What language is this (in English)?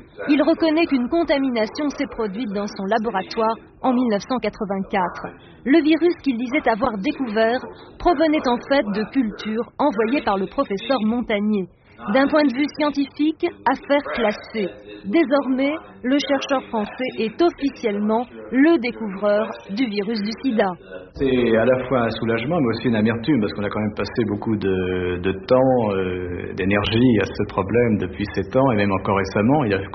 French